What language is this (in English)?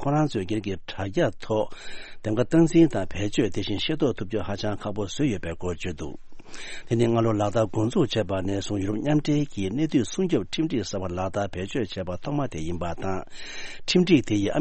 Tibetan